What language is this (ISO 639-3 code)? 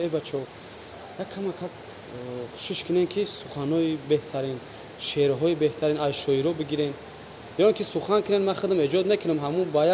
tgk